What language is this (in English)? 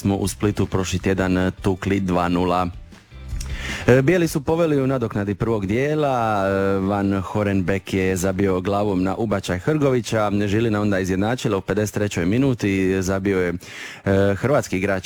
Croatian